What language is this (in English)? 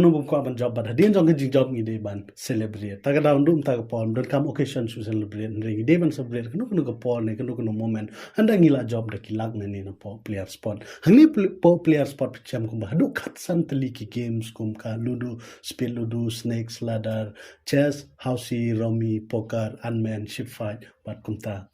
Khasi